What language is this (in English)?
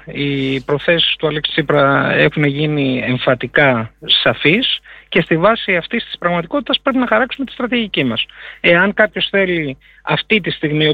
Greek